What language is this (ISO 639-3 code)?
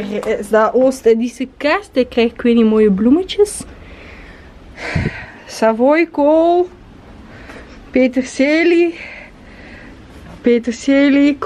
nld